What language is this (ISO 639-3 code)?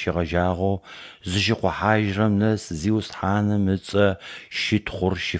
ady